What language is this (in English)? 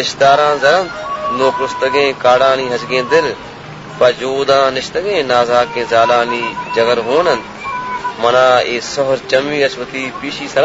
Baluchi